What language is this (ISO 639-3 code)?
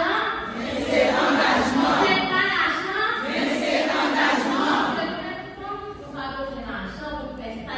hat